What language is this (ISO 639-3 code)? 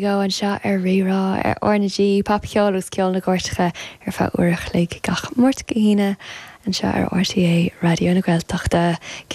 gle